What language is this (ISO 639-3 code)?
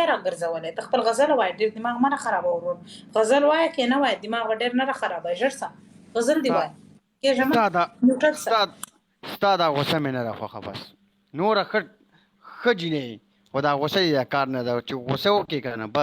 pus